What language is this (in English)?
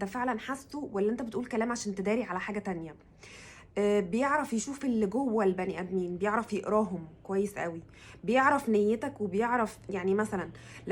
Egyptian Arabic